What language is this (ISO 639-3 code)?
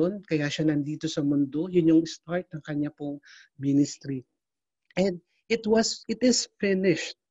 fil